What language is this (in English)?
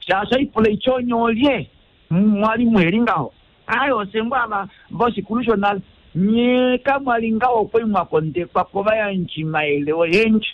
Kuanyama